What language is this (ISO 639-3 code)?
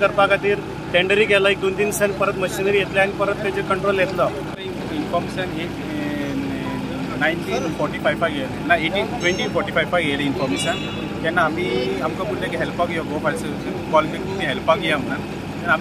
kok